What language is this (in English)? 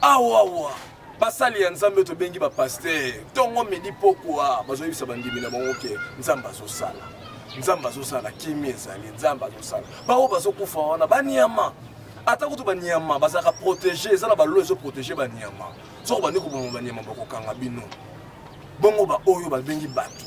Lingala